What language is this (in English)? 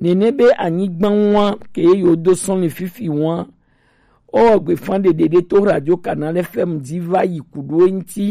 Gen